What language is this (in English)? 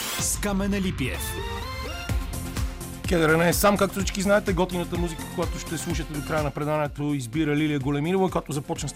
Bulgarian